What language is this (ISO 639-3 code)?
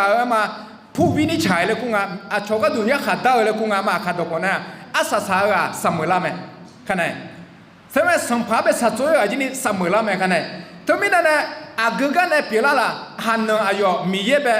ahk